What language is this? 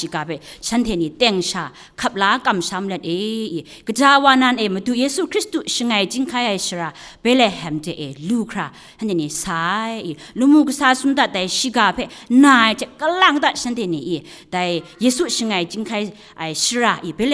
Kachin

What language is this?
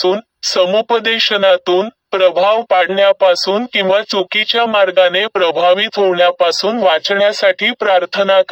Marathi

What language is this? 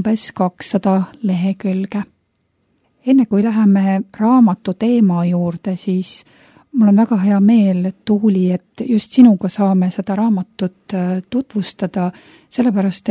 Estonian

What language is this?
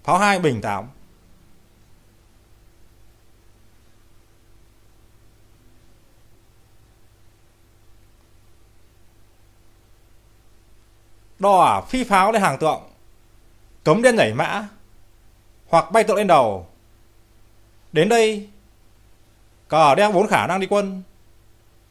Vietnamese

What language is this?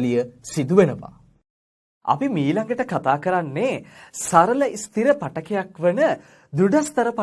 Sinhala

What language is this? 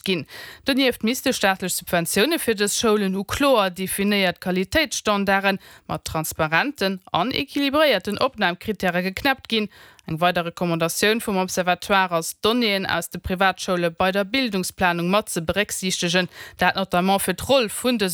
Luxembourgish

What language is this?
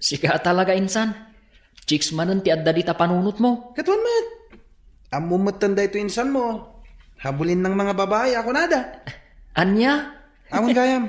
Iloko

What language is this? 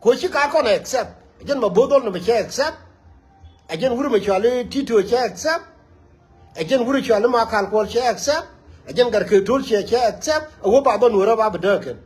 Nuer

